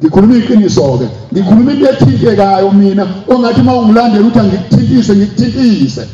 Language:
Zulu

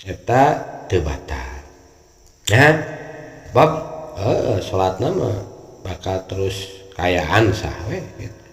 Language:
Sundanese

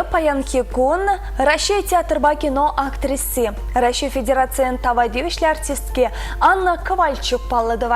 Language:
Chuvash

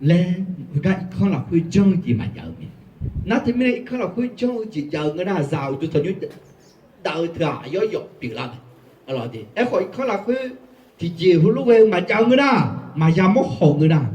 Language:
Akha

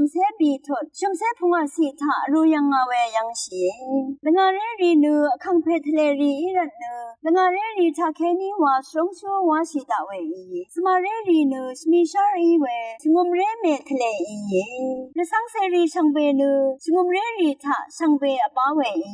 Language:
Rawang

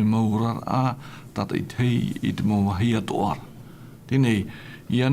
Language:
Tahitian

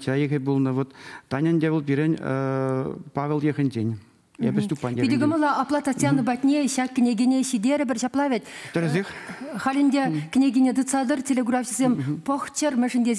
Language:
Chuvash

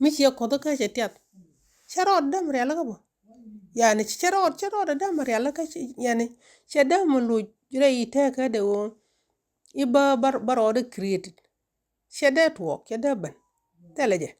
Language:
Nuer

